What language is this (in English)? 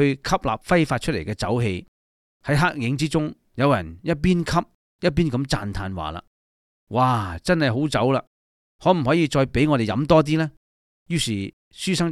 Cantonese